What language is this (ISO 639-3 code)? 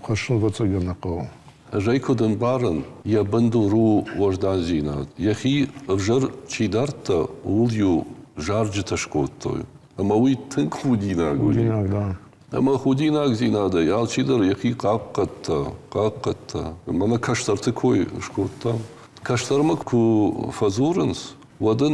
oss